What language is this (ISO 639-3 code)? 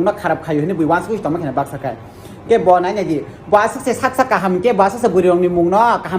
trp